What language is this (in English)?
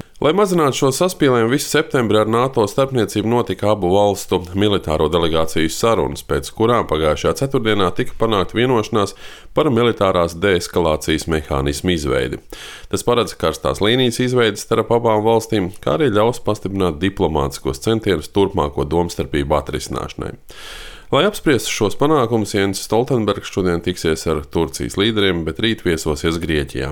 Latvian